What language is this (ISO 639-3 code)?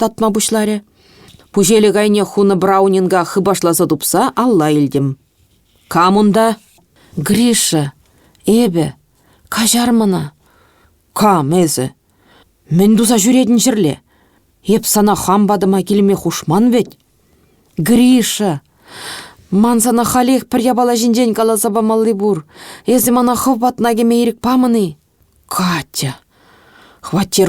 chv